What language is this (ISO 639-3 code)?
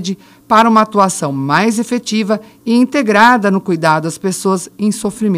por